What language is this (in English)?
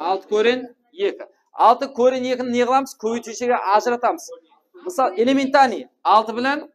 Kara-Kalpak